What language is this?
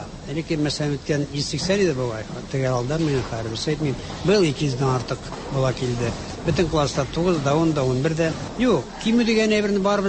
Tatar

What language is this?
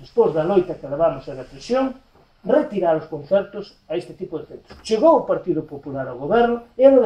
Galician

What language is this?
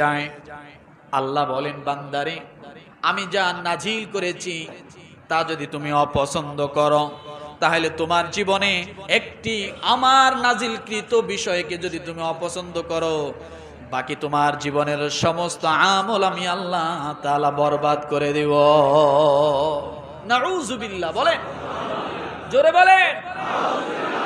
Bangla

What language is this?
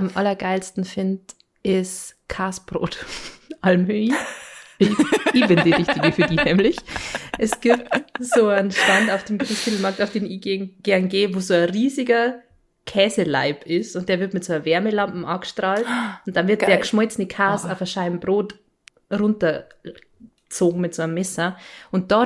Bavarian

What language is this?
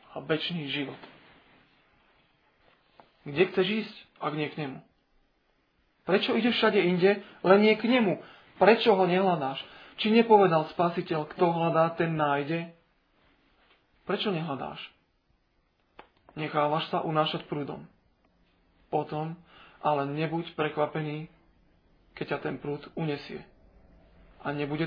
Slovak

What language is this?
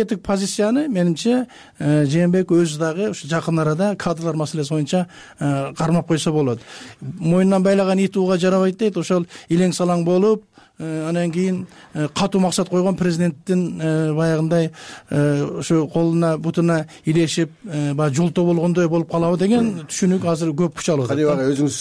Kyrgyz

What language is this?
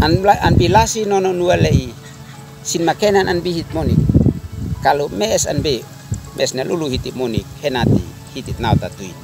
Uab Meto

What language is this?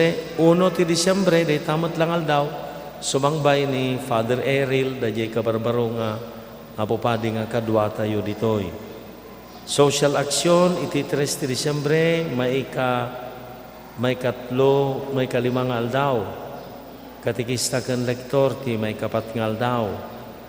Iloko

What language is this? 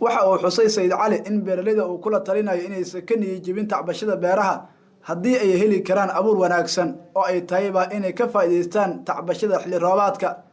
Somali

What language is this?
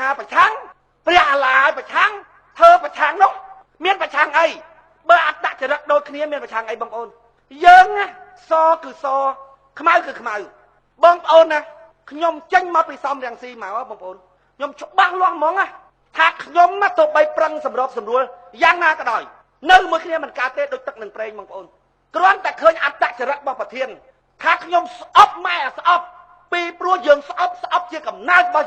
Khmer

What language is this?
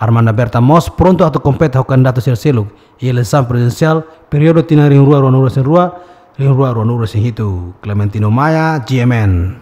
Tetum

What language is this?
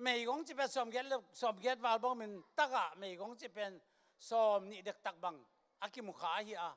Tedim Chin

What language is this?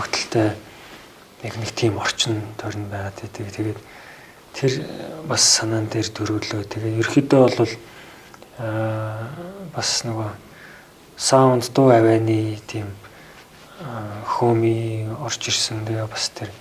Mongolian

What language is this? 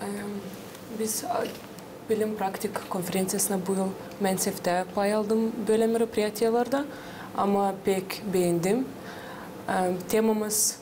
Gagauz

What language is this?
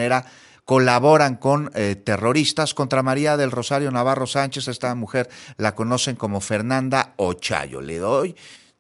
Spanish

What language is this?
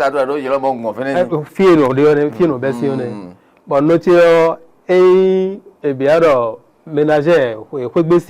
Fon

